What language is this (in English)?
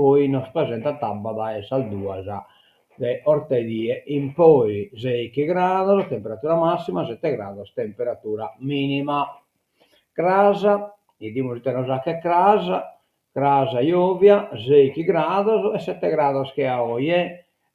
Sardinian